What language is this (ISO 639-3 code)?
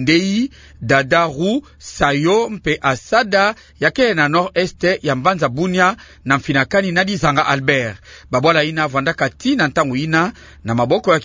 ktu